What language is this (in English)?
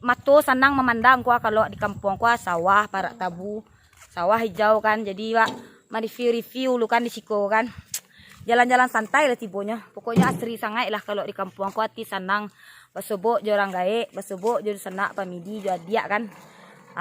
Minangkabau